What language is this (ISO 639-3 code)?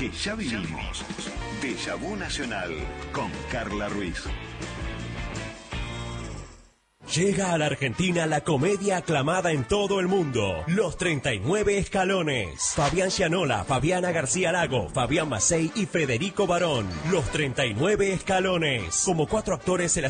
spa